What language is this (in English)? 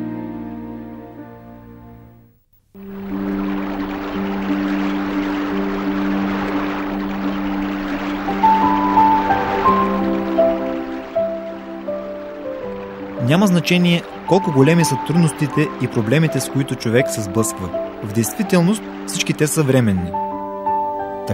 Bulgarian